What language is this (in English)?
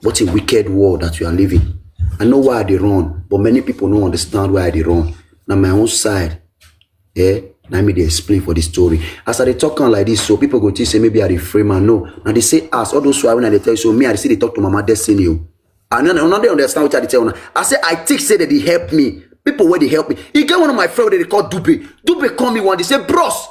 Nigerian Pidgin